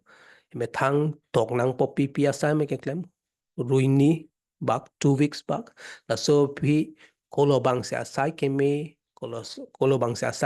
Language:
Karbi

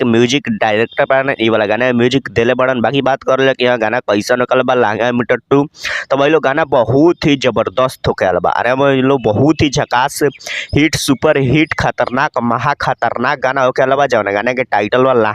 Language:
Bhojpuri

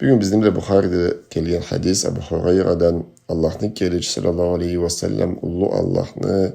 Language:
Karachay-Balkar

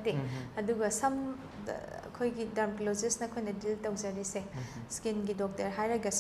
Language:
Manipuri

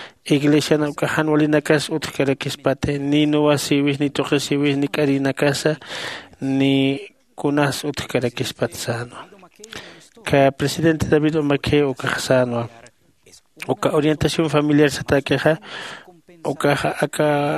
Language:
Aymara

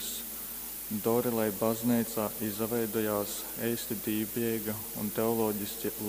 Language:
Latgalian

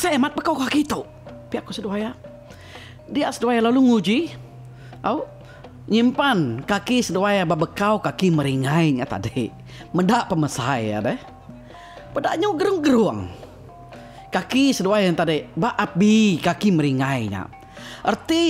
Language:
Iban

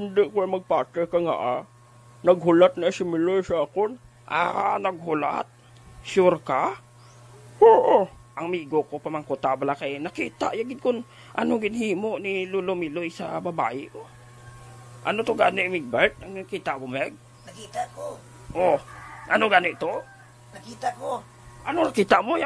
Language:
Hiligaynon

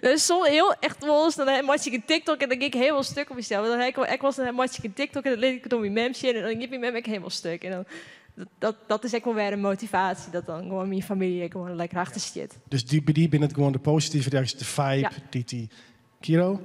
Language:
Western Frisian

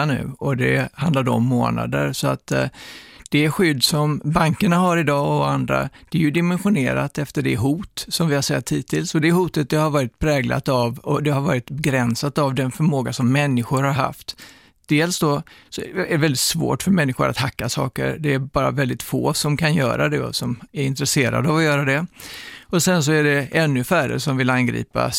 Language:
Swedish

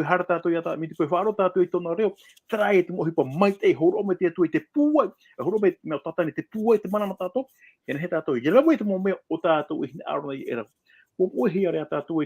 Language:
Tahitian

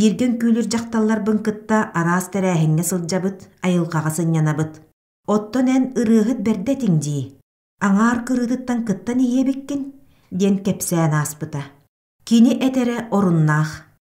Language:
Yakut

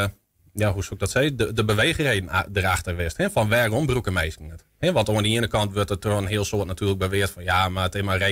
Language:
Western Frisian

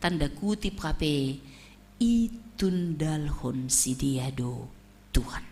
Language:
Batak Simalungun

